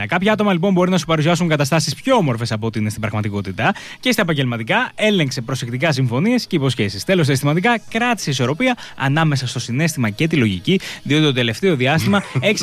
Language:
Greek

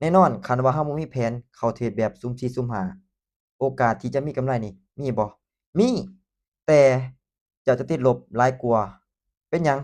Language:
Lao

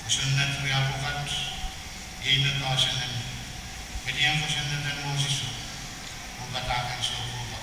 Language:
Pohnpeian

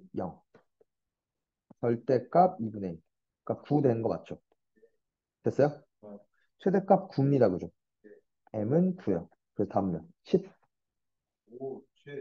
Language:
Korean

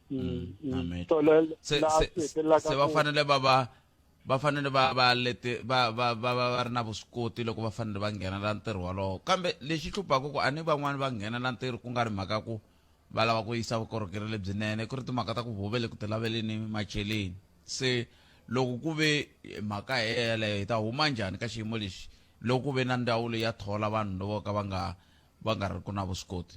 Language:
Tsonga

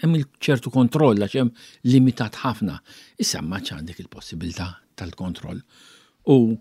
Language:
Maltese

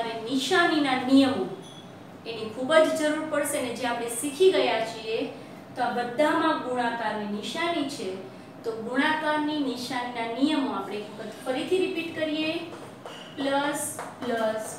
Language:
Gujarati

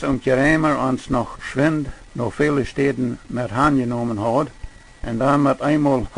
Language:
Plautdietsch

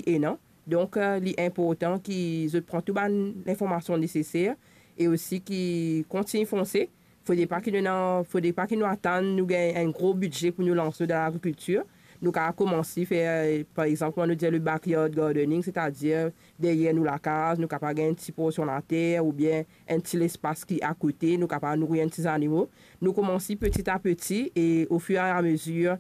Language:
Morisyen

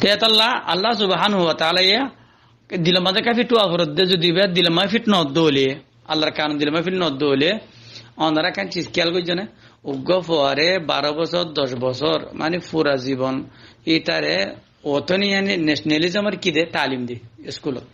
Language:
Rohingya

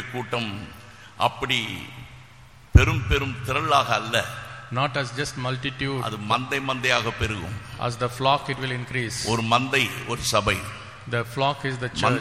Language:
Tamil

